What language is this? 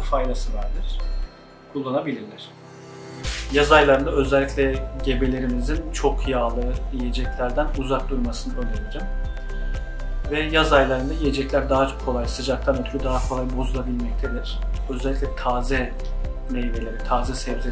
Turkish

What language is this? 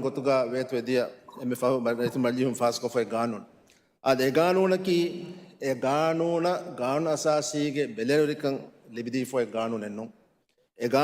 Divehi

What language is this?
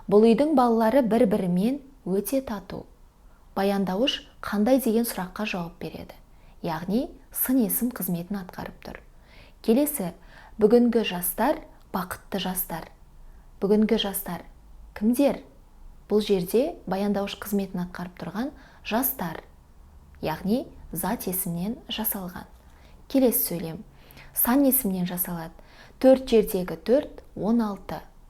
Kazakh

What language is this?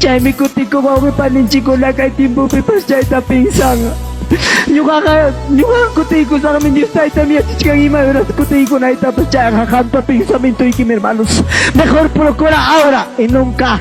Ayacucho Quechua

